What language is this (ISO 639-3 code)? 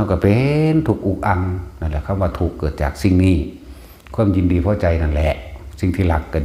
tts